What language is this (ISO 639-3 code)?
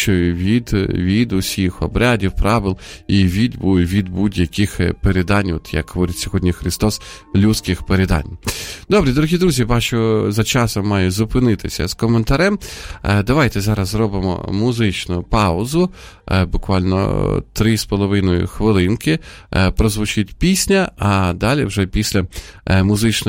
ukr